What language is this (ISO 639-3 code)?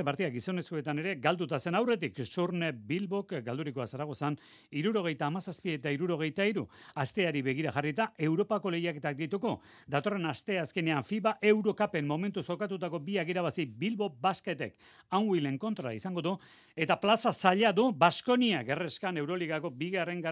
eus